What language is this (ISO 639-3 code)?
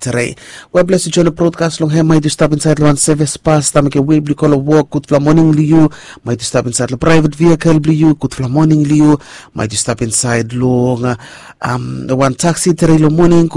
bis